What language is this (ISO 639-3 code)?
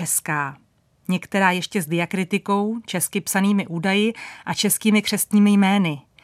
ces